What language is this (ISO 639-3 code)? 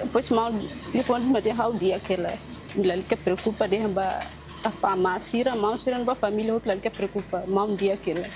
tet